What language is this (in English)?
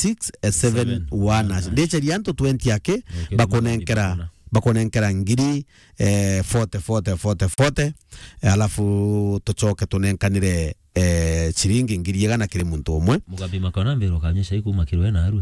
Meru